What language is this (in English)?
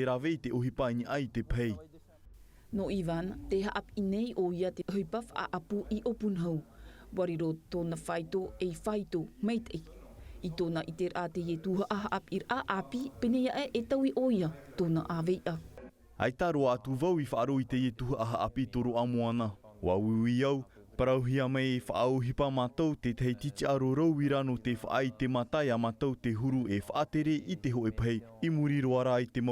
Tahitian